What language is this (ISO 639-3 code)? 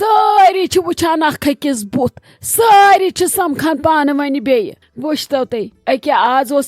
kas